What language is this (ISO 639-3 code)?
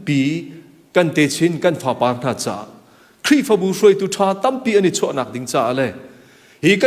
cnh